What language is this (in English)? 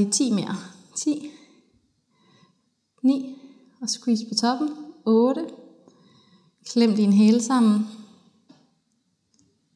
Danish